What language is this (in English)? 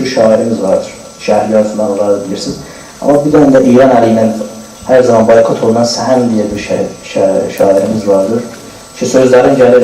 South Azerbaijani